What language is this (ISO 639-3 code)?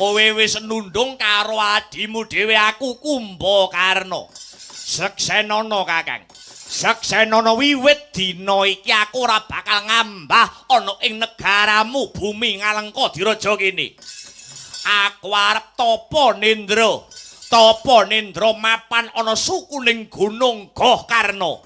jav